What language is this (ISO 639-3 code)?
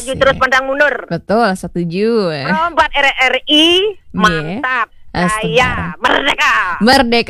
ban